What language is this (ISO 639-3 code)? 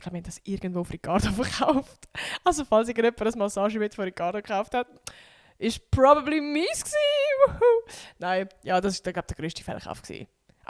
gsw